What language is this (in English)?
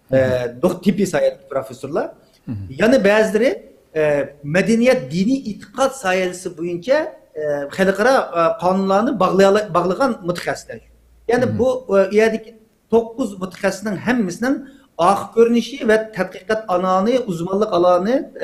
Uyghur